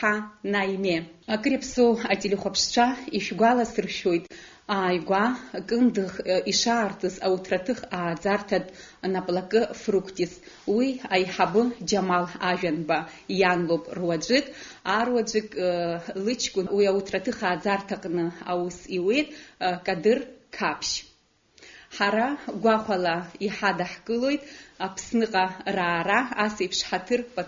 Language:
Abkhazian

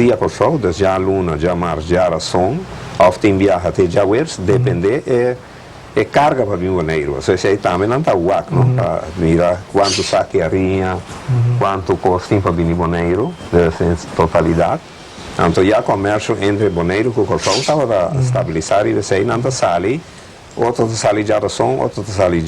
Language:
Papiamento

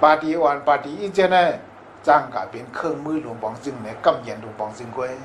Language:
Shan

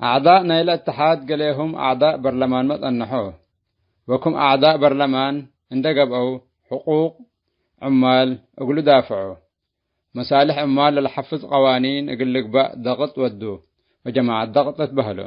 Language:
Tigre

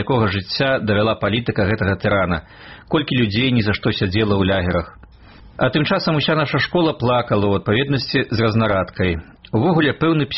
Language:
Belarusian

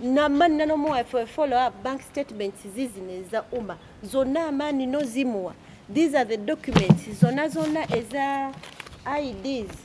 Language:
Ganda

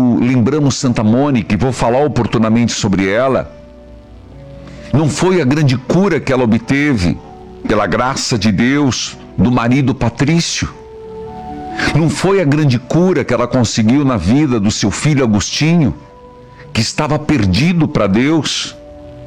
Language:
Portuguese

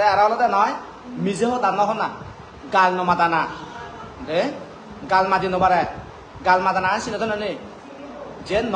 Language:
Chakma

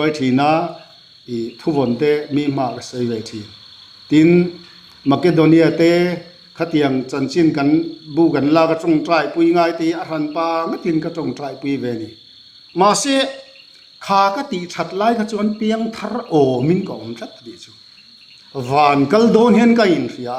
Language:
Mizo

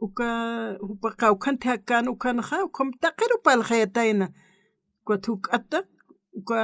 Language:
Aymara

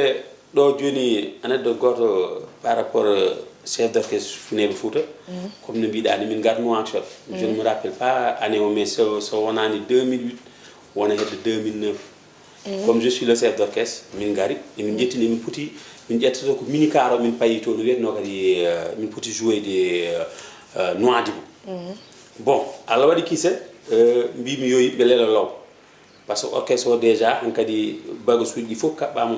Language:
Fula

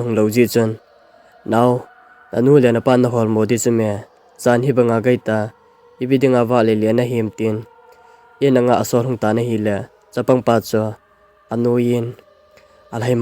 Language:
Thado Chin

